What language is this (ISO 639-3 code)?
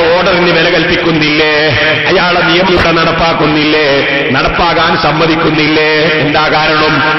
mal